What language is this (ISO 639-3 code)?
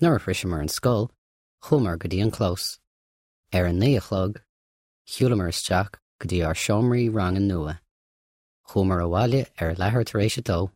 gle